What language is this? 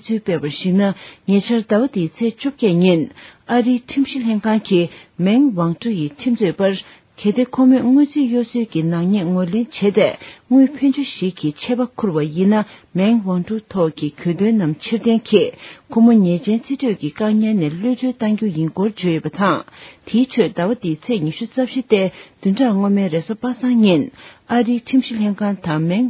Tibetan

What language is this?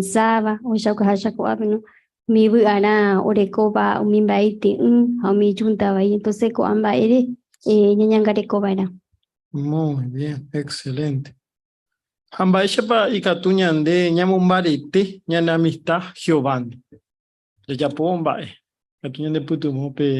Guarani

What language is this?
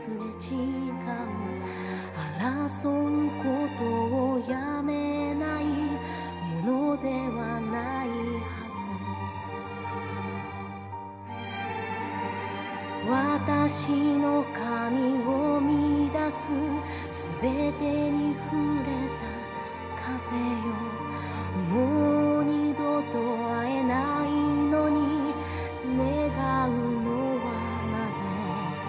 Japanese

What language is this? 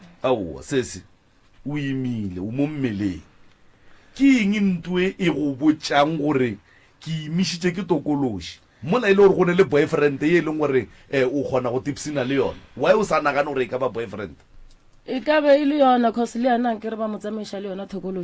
Northern Sotho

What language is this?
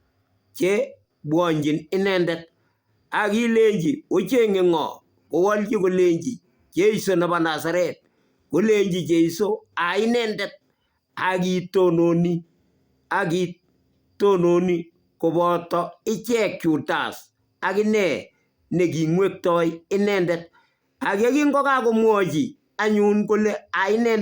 Kalenjin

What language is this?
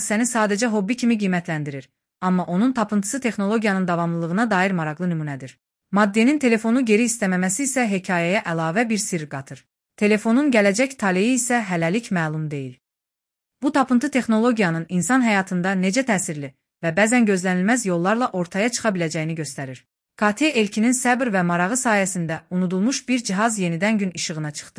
Azerbaijani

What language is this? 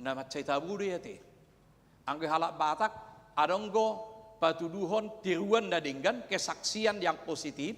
Batak Toba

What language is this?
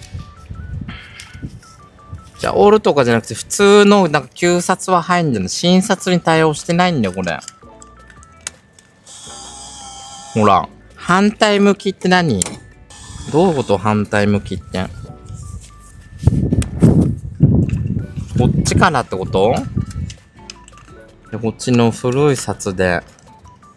Japanese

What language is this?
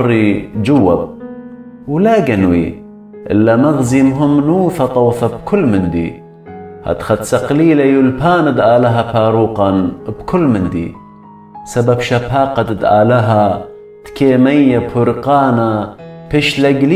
Assyrian Neo-Aramaic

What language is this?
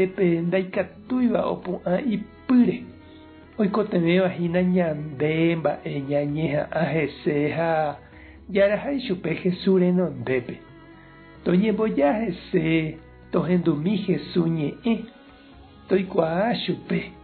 Guarani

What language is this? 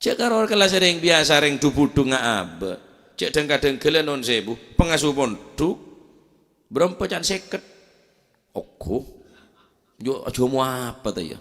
Madurese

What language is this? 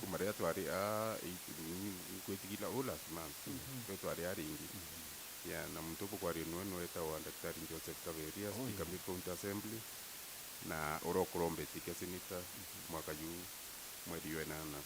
Meru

